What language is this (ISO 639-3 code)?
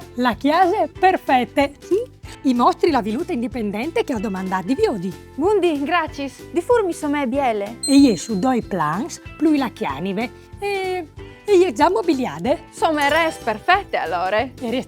fur